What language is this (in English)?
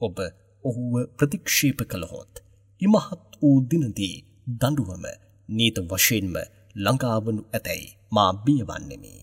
Sinhala